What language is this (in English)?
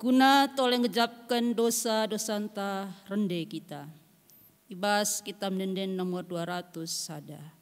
Batak Karo